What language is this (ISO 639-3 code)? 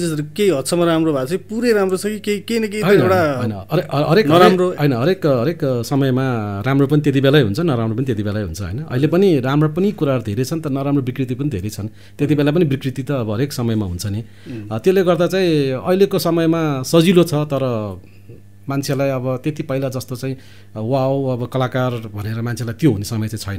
nep